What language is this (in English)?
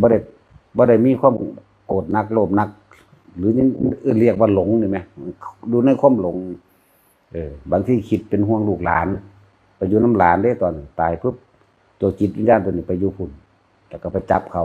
Northeastern Thai